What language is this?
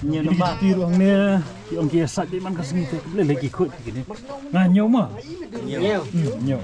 Khasi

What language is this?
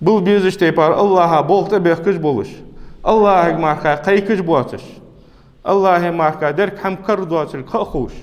Ingush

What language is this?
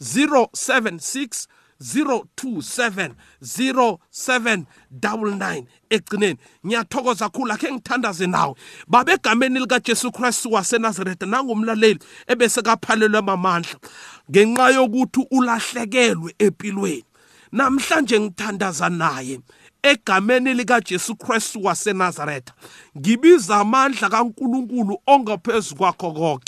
South Ndebele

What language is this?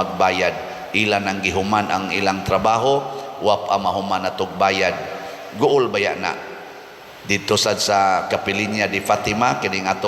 Cebuano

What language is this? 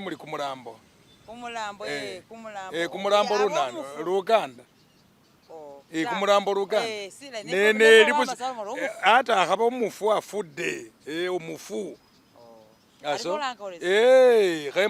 Masaaba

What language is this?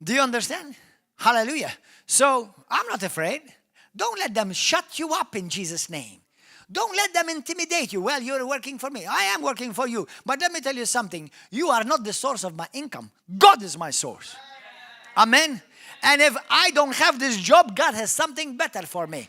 English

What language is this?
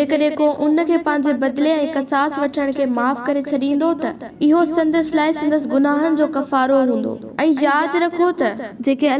Sindhi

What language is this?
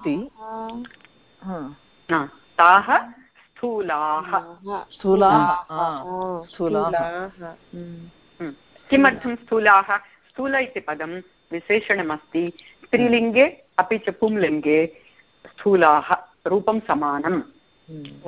Sanskrit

